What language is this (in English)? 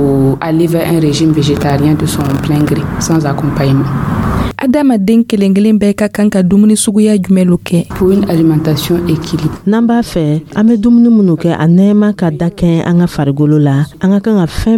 Dyula